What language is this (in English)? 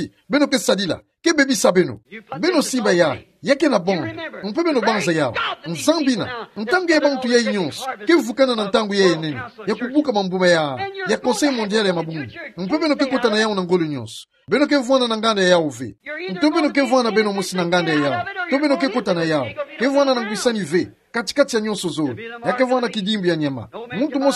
Kituba (Democratic Republic of Congo)